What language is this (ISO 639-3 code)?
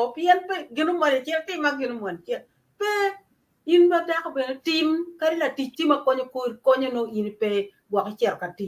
ach